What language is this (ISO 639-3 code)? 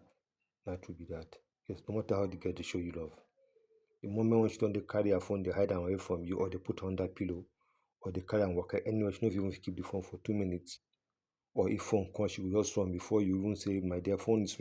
pcm